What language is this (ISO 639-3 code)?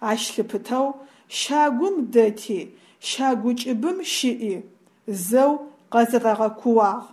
ady